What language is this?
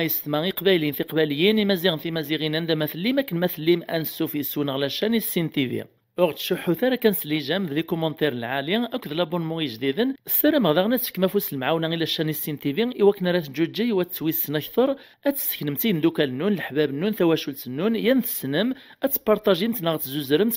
Kabyle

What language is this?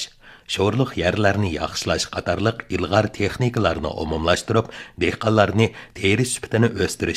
Uyghur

